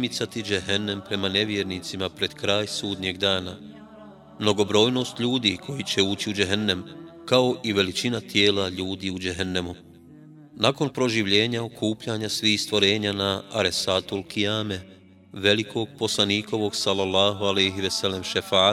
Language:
Bosnian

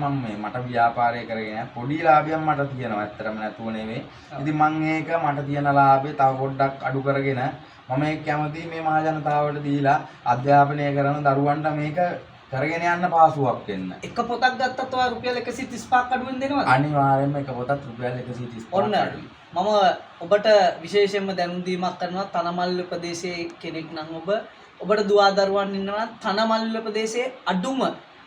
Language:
Sinhala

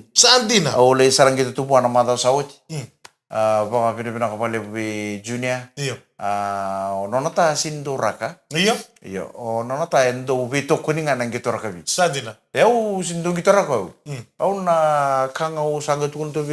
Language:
Fijian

